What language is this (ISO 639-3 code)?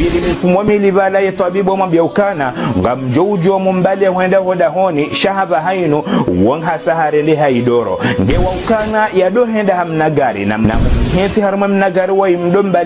zdj